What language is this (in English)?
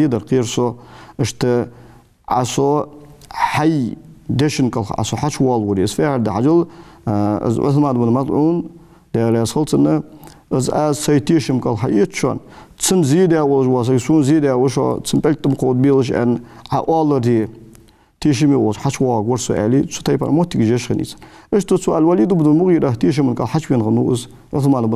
Ingush